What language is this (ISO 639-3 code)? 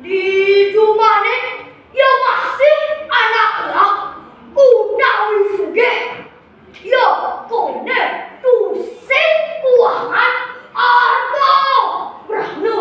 ban